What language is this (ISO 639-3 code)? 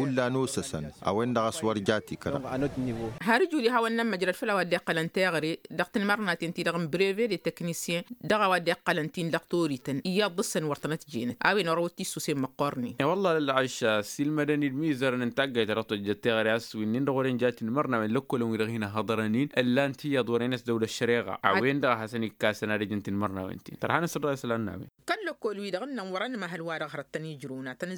taq